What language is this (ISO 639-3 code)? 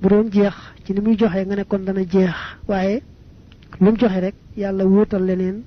wol